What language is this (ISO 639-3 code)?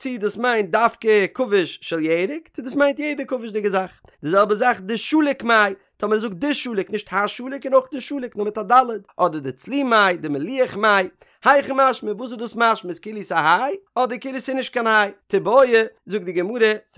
yid